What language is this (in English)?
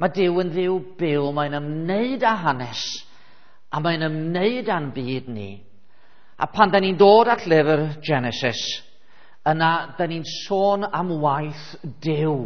Welsh